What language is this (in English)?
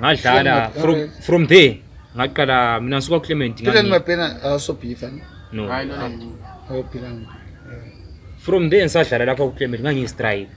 North Ndebele